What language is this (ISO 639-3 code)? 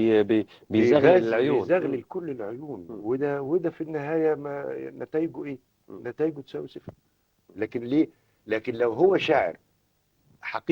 arz